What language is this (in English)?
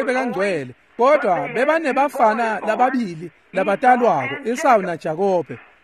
Swati